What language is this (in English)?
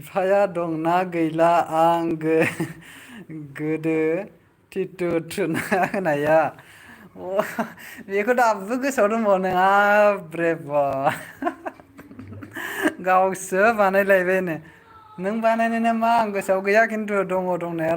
Bodo